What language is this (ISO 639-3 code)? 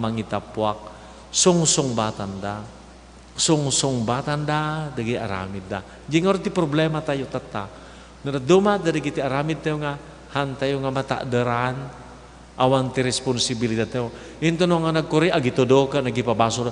ilo